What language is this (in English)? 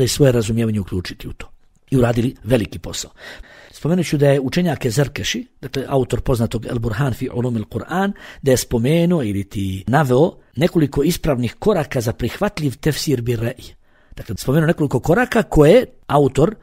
Bosnian